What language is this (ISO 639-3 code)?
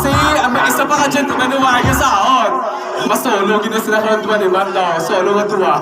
hil